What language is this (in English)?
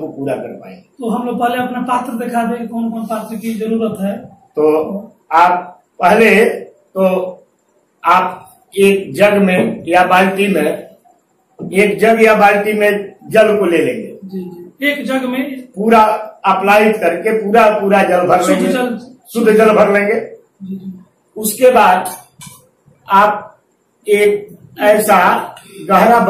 Hindi